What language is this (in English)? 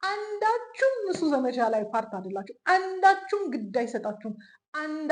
Amharic